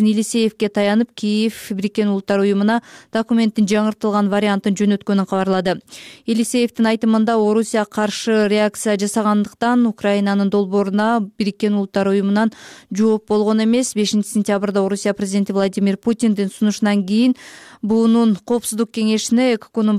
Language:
Kyrgyz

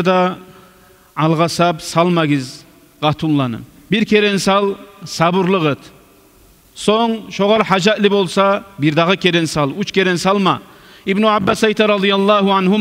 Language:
Kumyk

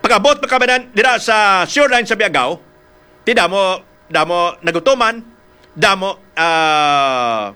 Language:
Hiligaynon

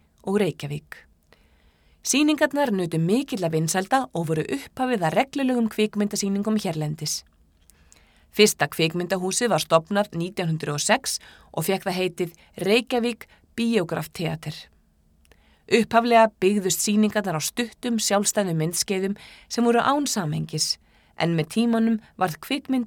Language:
Icelandic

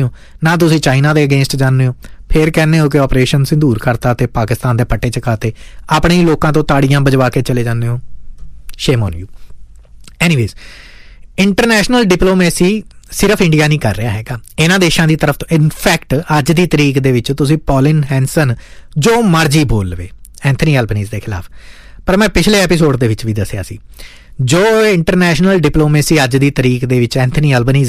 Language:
Punjabi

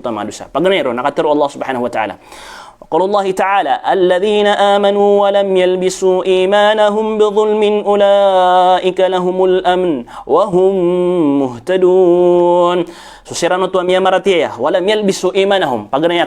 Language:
Maranao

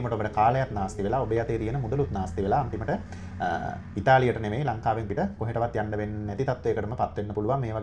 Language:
Sinhala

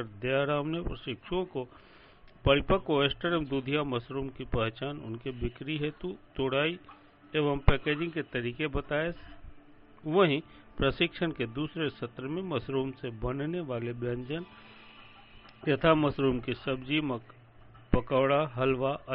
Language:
Hindi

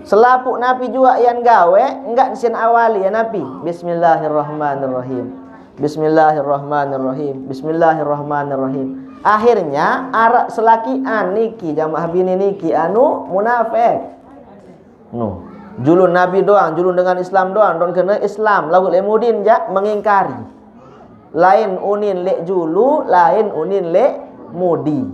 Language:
Sasak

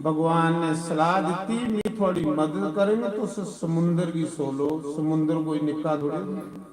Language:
Dogri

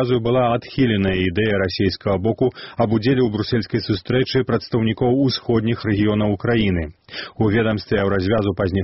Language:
Belarusian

